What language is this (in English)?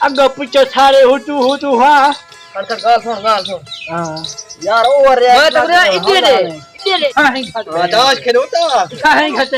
Saraiki